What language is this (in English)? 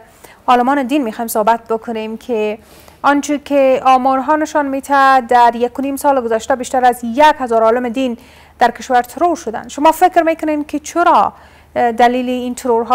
Persian